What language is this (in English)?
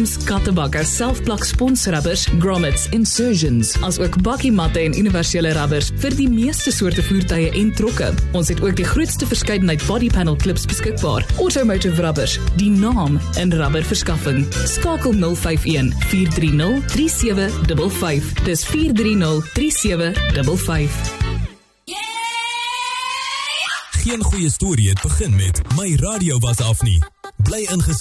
Afrikaans